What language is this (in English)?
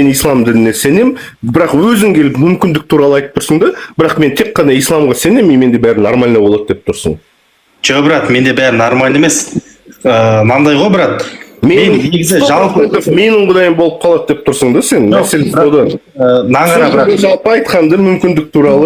Kazakh